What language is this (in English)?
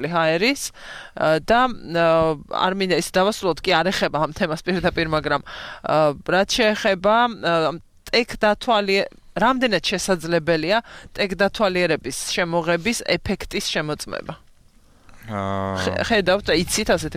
Georgian